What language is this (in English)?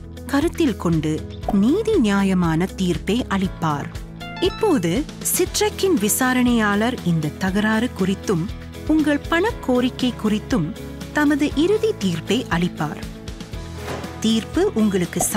Tamil